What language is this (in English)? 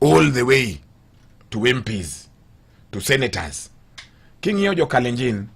Luo (Kenya and Tanzania)